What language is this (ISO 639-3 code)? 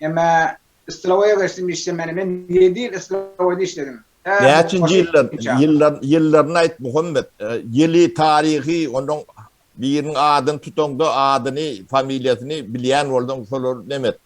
tuk